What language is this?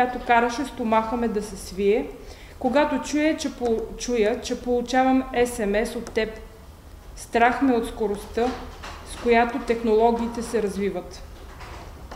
Bulgarian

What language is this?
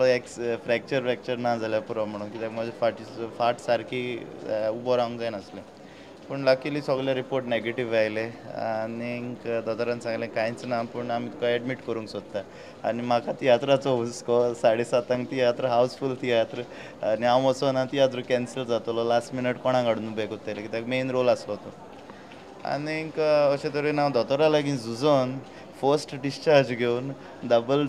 Konkani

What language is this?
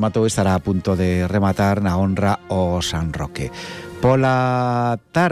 Galician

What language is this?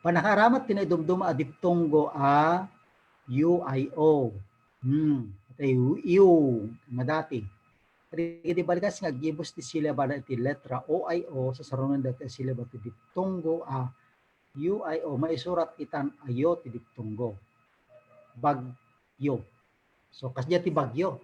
Iloko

